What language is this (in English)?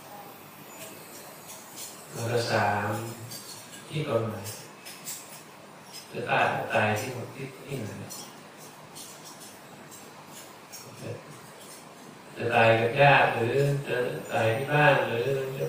Thai